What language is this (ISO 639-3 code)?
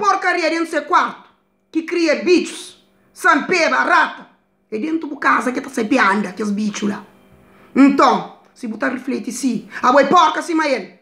kea